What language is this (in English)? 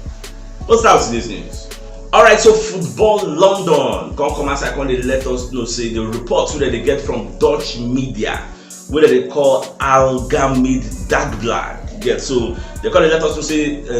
Nigerian Pidgin